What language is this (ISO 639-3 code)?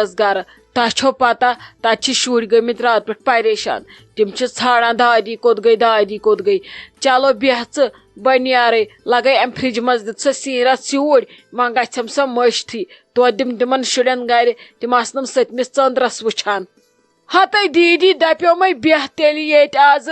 kas